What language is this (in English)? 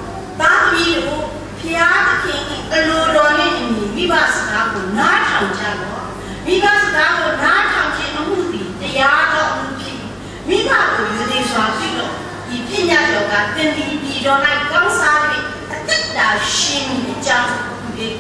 Burmese